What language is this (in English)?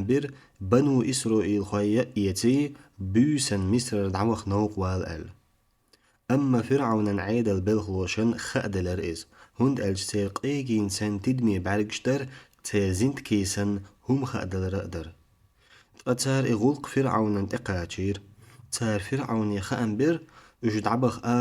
Chechen